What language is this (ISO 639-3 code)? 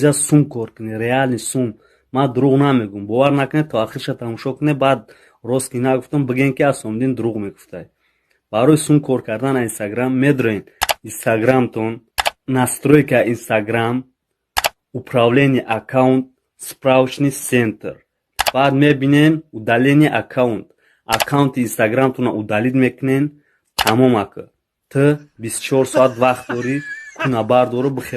tgk